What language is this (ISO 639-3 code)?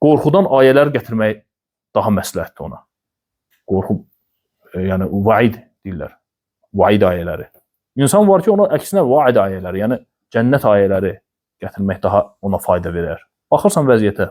aze